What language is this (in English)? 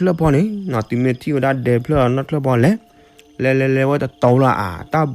S'gaw Karen